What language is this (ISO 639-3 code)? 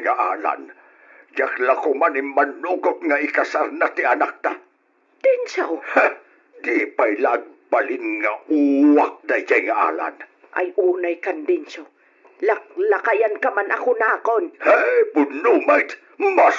ilo